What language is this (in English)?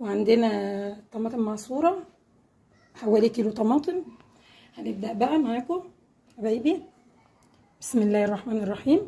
Egyptian Arabic